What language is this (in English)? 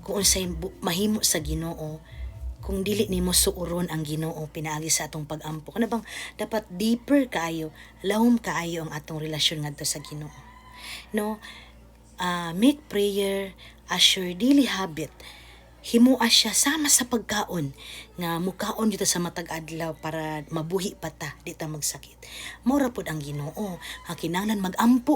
Cebuano